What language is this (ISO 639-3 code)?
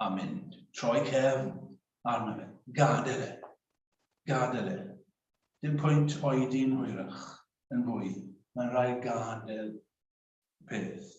cym